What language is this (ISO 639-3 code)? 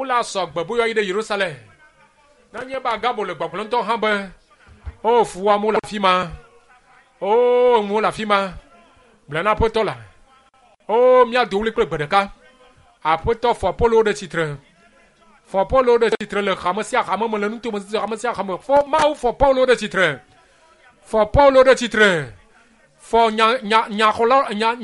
ewe